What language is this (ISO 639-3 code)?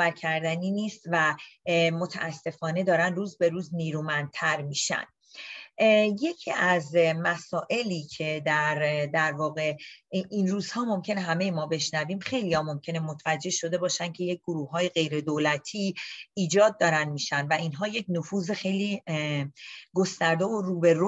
fas